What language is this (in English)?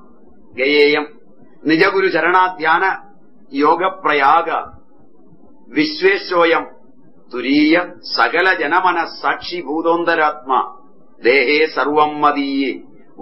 Malayalam